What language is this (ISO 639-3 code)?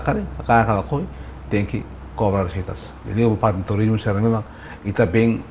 tet